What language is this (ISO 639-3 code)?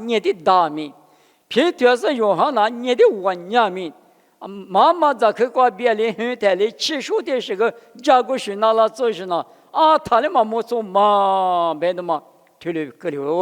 lis